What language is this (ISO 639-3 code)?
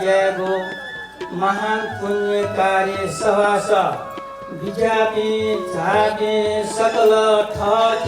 new